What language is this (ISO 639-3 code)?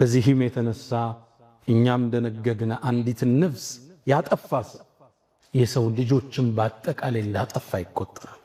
amh